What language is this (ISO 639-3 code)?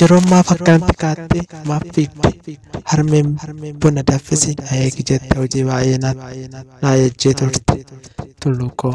orm